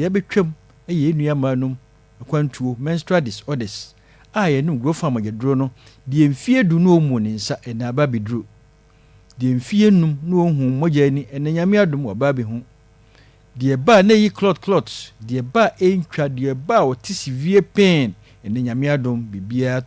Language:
Akan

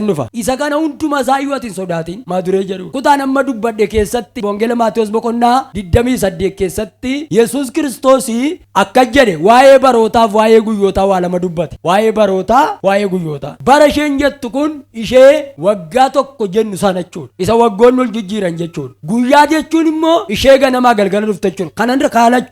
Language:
Oromo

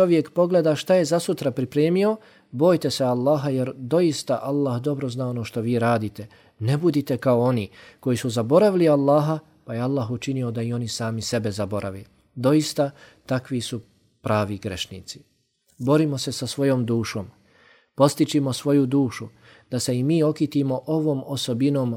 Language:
Bosnian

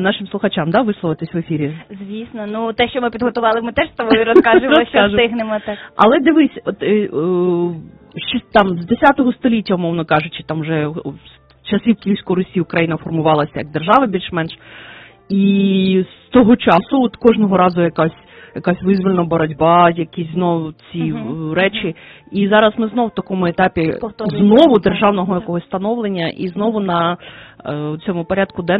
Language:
Ukrainian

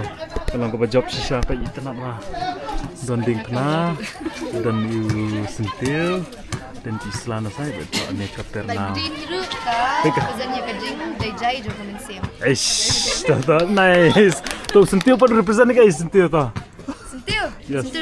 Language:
Khasi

